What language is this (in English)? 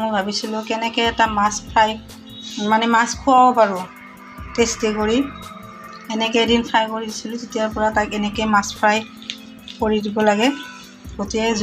Assamese